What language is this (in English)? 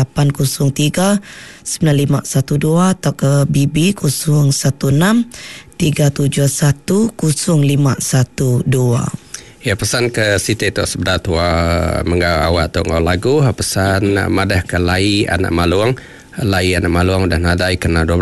Iban